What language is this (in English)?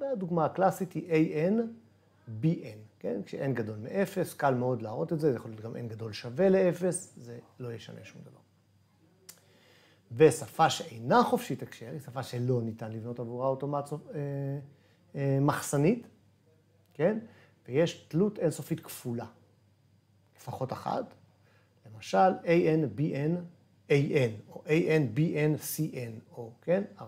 Hebrew